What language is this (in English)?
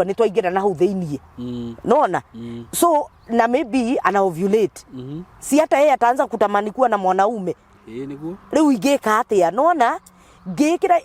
Kikuyu